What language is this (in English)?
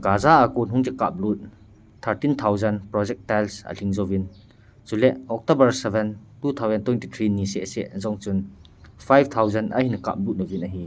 Thado Chin